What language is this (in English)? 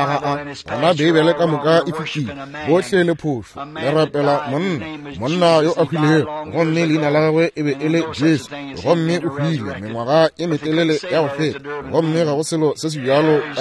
Northern Sotho